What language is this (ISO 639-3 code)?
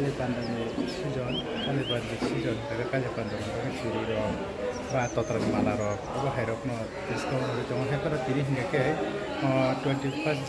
trp